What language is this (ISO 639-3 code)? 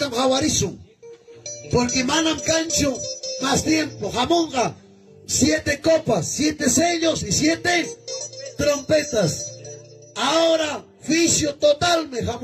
quy